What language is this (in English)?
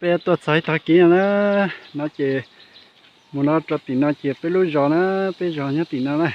Hmong